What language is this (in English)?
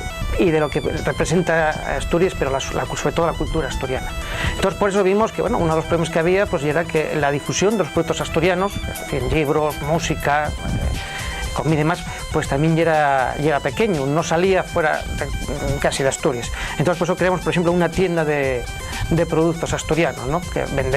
Asturian